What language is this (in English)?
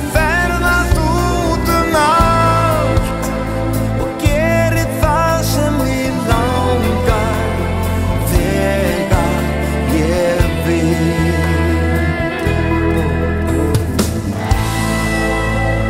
Icelandic